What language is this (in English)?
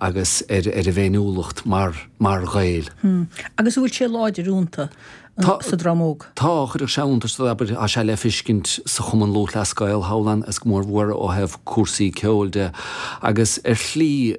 Irish